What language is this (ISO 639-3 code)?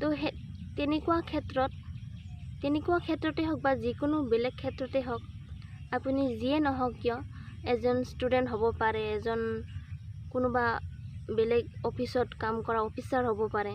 asm